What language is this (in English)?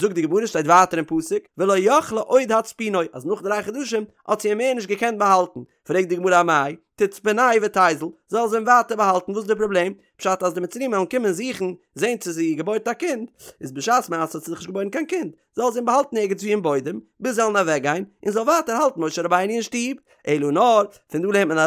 Yiddish